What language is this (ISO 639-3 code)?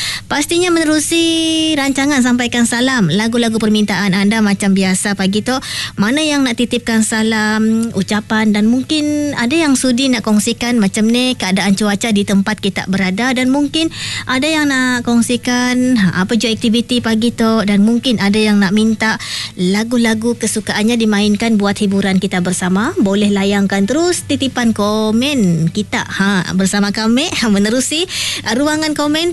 msa